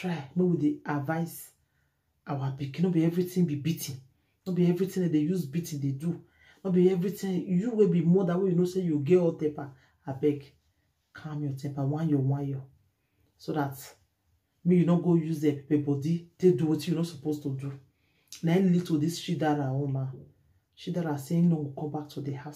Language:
Nigerian Pidgin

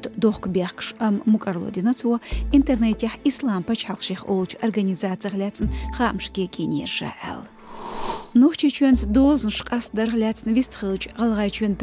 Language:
Chechen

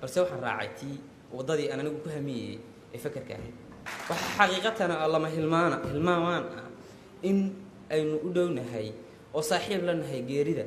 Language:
Somali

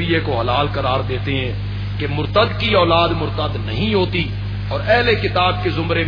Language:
Urdu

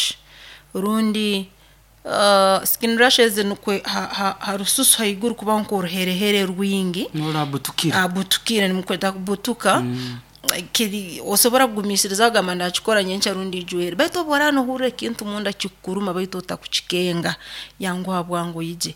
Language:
Nyoro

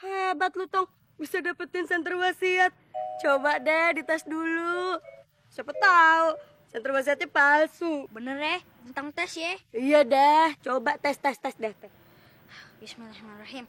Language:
Betawi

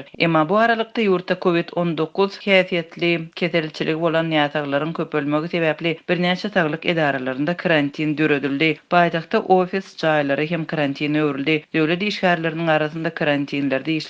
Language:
Turkmen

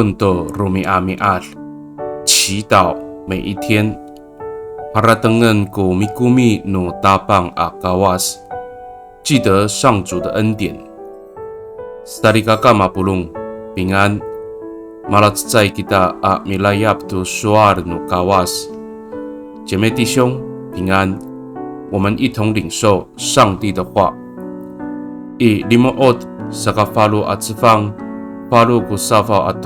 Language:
Amis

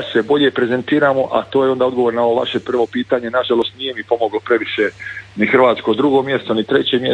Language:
Croatian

